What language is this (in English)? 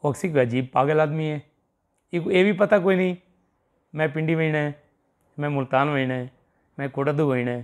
Saraiki